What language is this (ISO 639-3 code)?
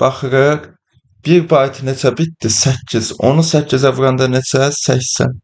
aze